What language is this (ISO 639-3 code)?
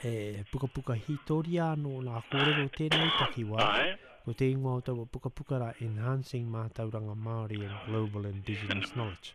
mri